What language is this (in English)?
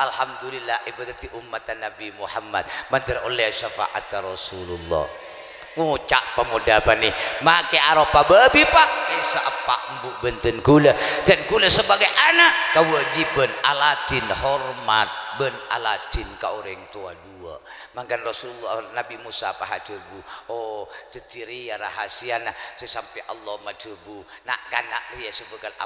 Madurese